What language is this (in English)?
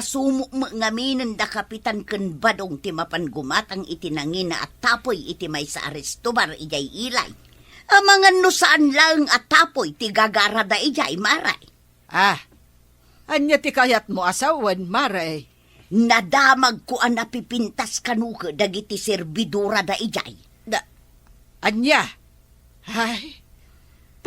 Iloko